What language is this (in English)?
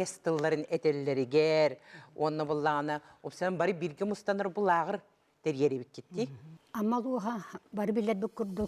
Yakut